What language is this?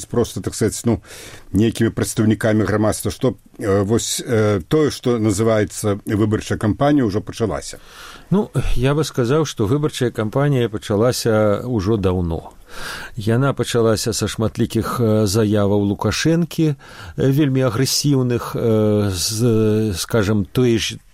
Belarusian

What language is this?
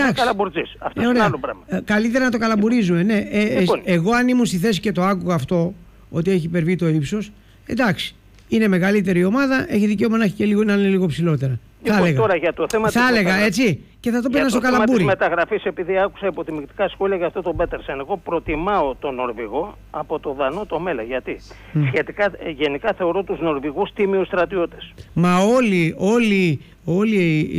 Greek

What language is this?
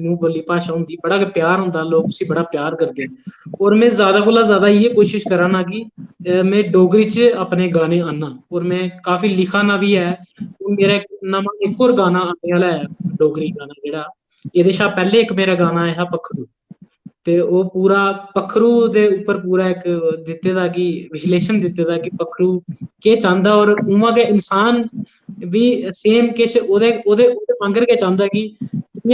Dogri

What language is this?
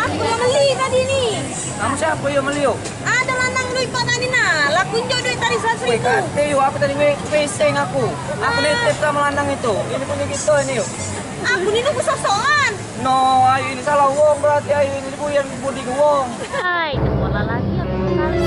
Musi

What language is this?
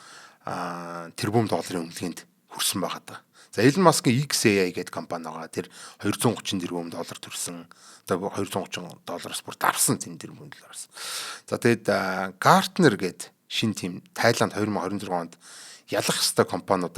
Mongolian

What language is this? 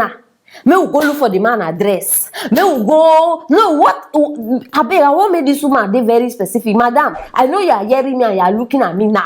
Nigerian Pidgin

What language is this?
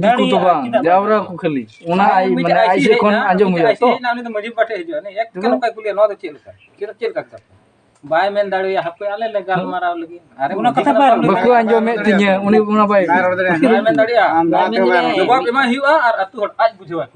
Santali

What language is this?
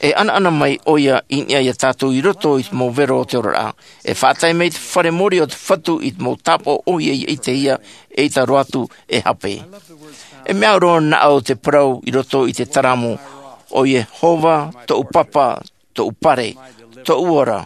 Tahitian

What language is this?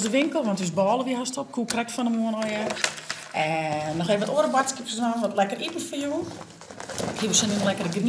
Western Frisian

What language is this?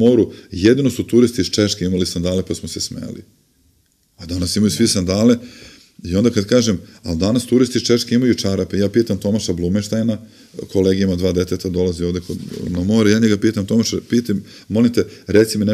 Serbian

